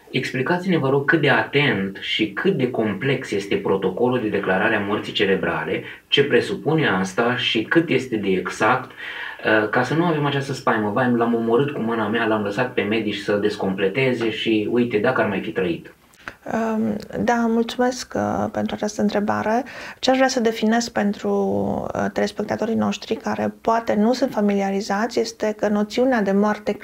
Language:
Romanian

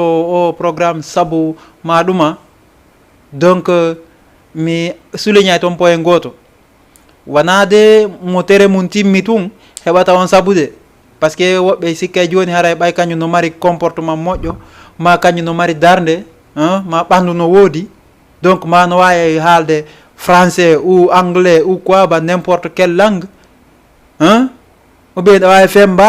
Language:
Fula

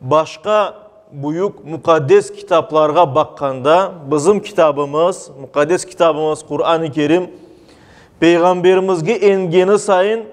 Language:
Crimean Tatar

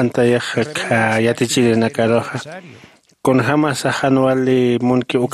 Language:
Aymara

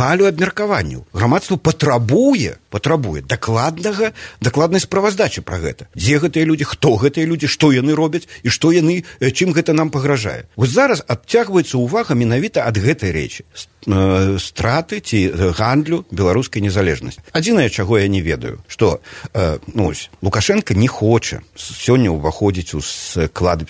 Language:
Belarusian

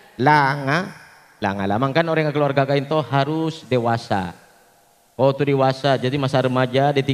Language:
Madurese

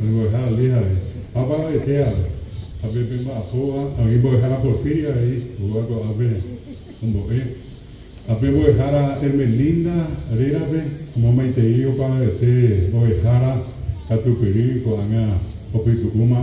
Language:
Guarani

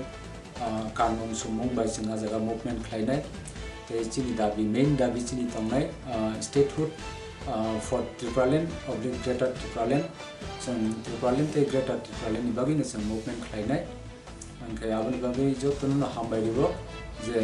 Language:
Riang (India)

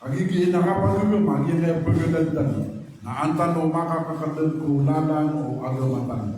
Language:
Maranao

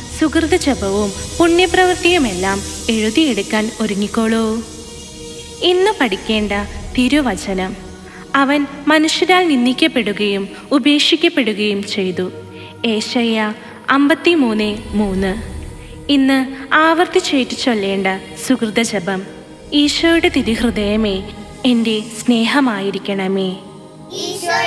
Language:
Malayalam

